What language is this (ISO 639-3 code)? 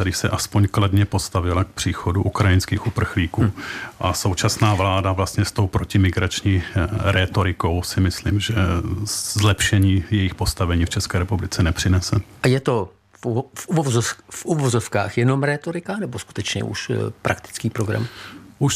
ces